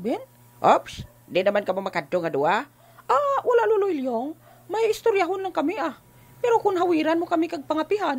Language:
Hiligaynon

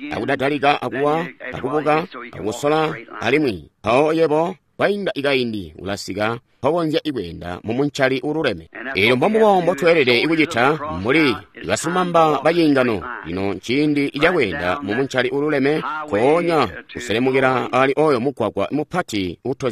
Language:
Tonga (Zambia)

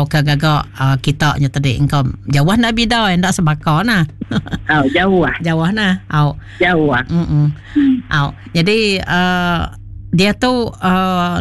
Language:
Iban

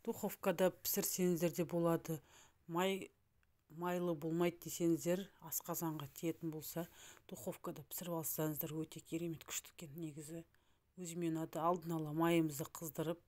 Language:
Kazakh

